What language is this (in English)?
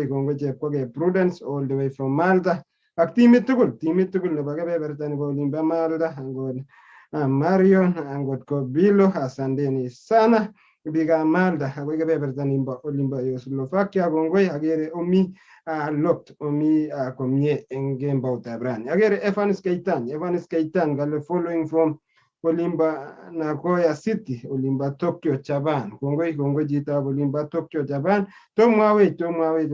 Kalenjin